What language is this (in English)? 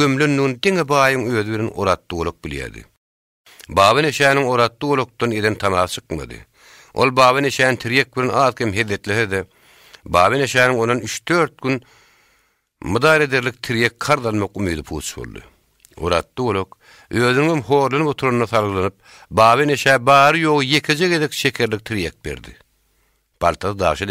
Turkmen